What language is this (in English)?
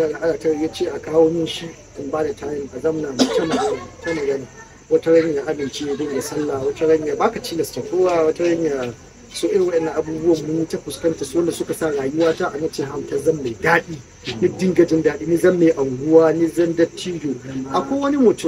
Hausa